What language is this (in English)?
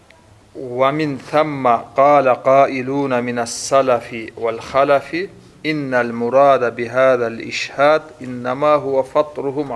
Kumyk